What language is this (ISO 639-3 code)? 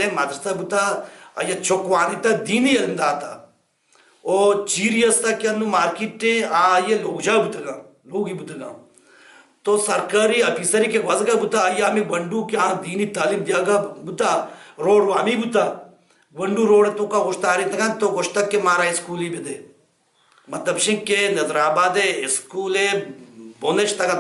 bal